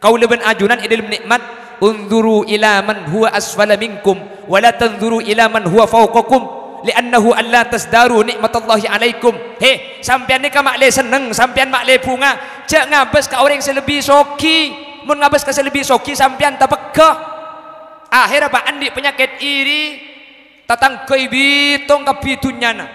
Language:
Madurese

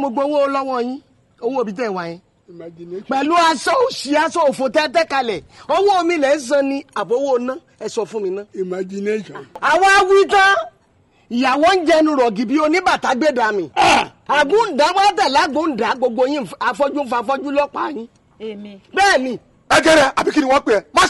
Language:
Yoruba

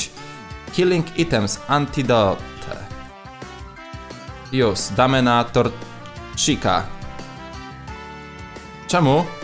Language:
Polish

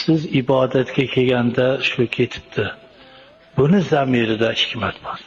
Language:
Uzbek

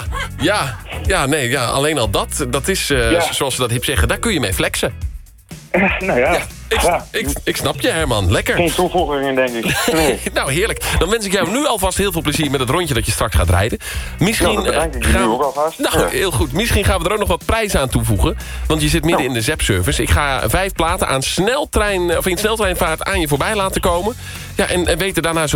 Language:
Dutch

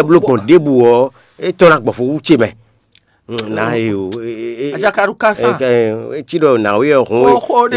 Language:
Fon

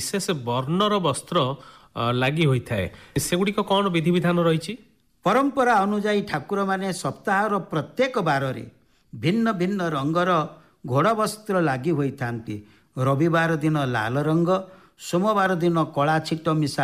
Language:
Odia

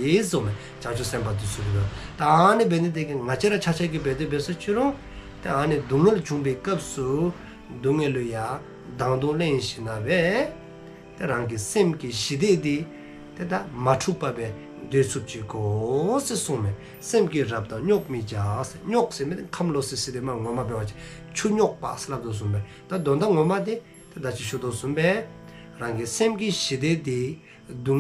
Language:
Dzongkha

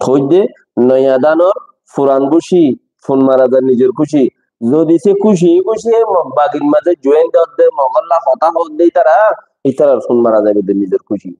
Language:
Rohingya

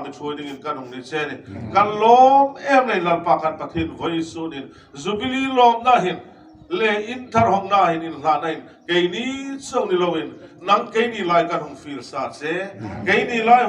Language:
Hmar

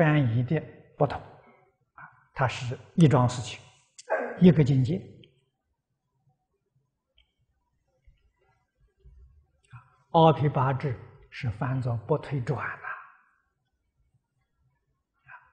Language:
Chinese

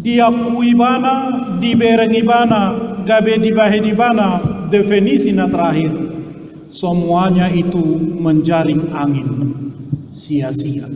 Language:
Batak Toba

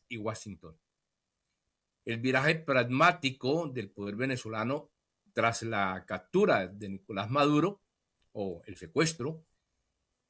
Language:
Spanish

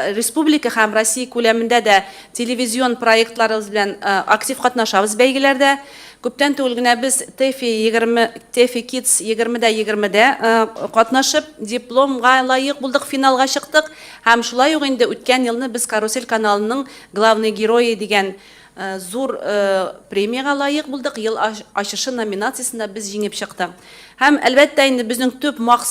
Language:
Tatar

